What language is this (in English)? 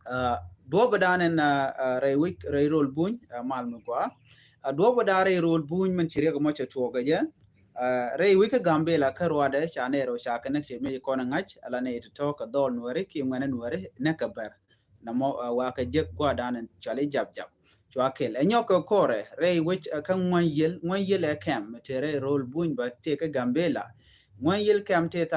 Nuer